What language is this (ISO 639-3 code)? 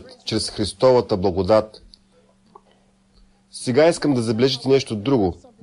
bul